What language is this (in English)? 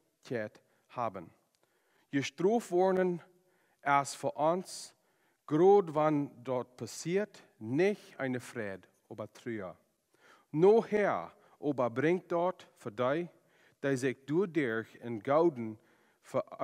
Plautdietsch